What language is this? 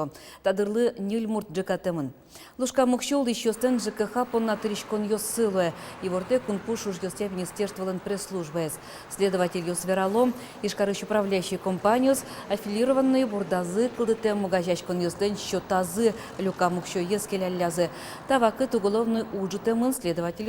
Udmurt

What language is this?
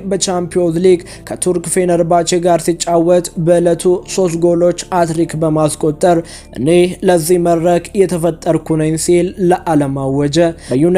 Amharic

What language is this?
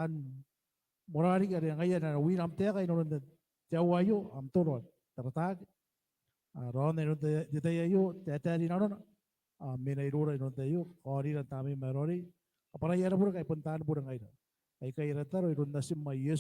Gilbertese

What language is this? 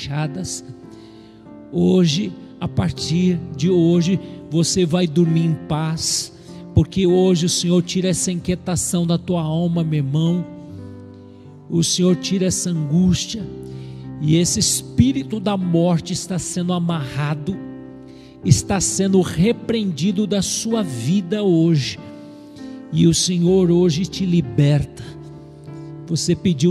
Portuguese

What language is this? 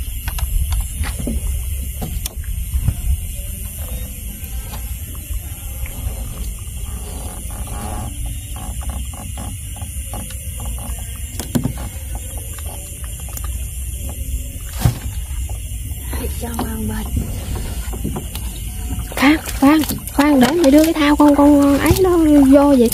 Vietnamese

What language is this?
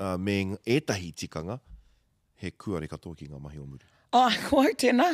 Māori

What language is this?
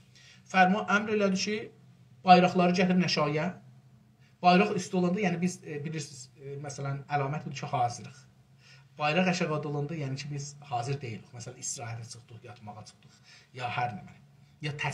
South Azerbaijani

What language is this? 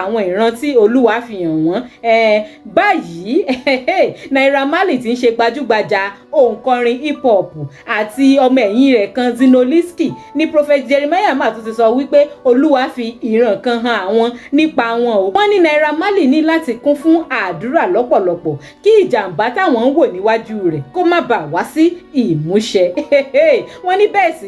Yoruba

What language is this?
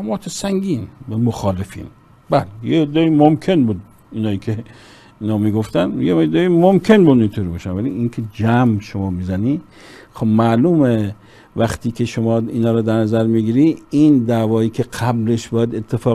Persian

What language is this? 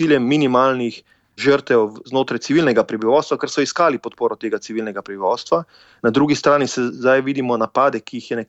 Slovenian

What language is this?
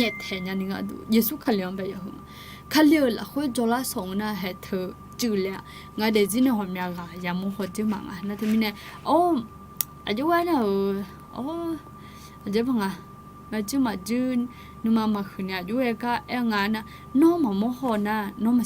Akha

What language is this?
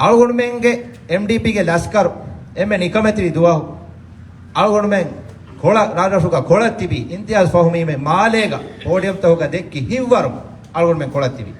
Divehi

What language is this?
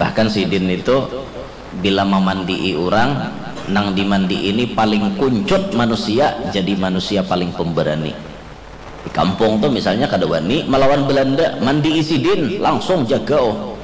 Banjar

